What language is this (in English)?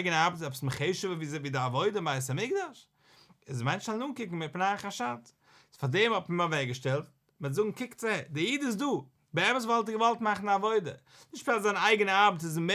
Yiddish